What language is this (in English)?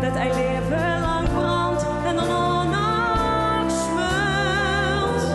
Limburgish